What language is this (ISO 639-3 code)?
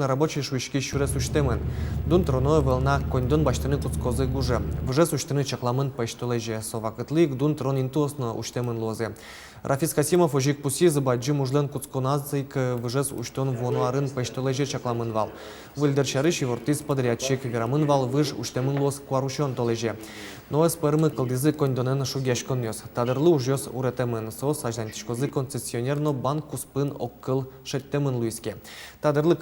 udm